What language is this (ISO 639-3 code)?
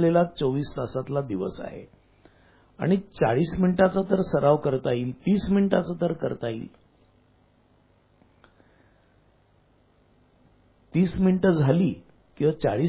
mar